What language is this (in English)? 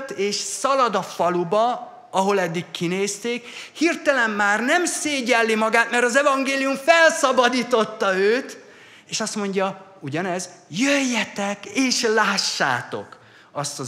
Hungarian